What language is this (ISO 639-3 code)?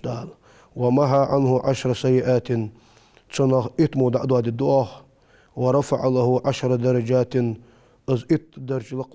inh